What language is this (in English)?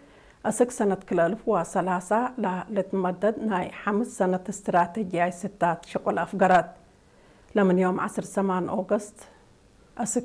Tigre